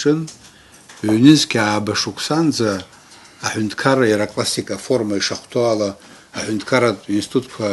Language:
Abkhazian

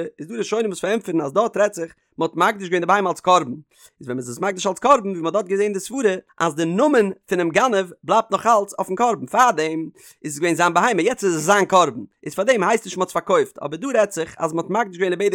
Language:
Yiddish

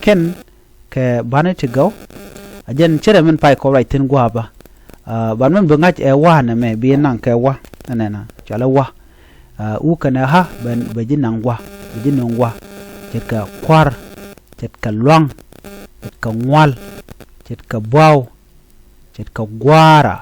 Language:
Nuer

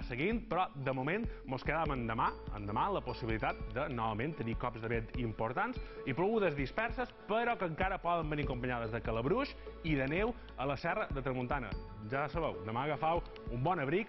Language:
Catalan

